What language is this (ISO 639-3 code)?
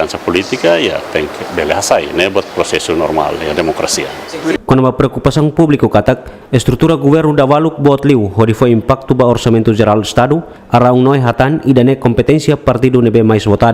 tet